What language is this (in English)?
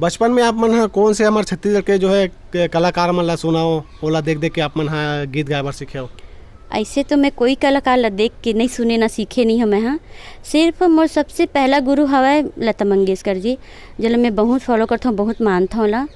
Chhattisgarhi